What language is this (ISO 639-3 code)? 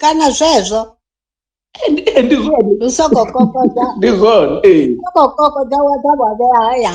ven